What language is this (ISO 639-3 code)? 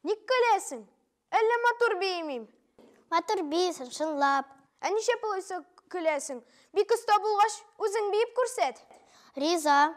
tat